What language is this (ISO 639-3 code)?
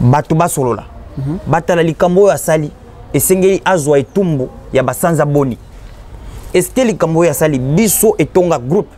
lin